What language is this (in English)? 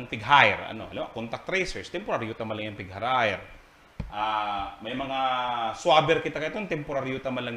Bikol